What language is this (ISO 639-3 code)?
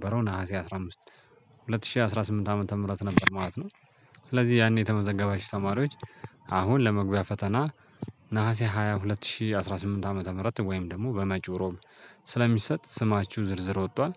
amh